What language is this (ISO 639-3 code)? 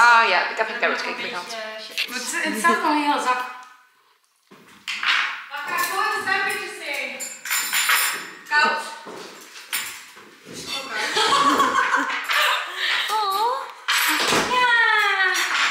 nld